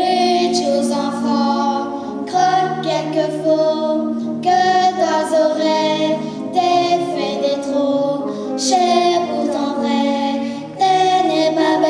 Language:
Picard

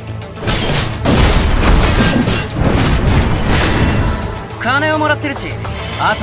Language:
Japanese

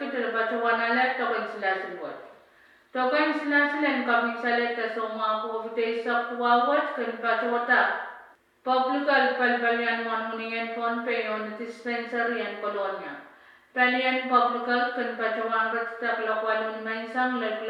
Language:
Pohnpeian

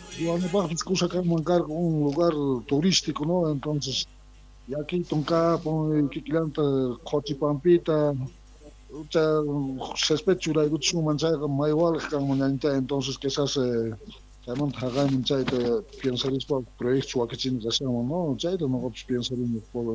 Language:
Quechua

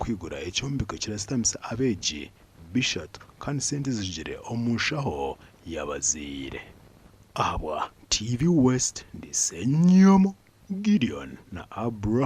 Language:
Nyankole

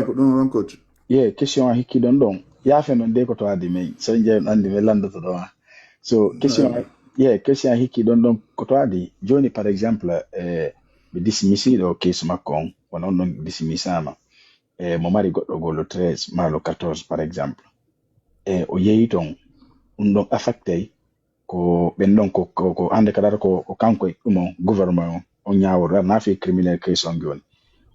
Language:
Fula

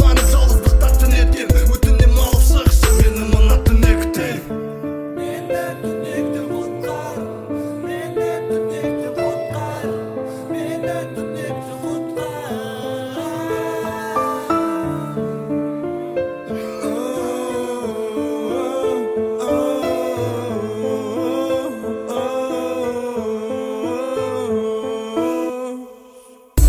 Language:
Kazakh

